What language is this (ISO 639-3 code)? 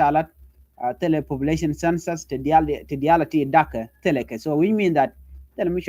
nus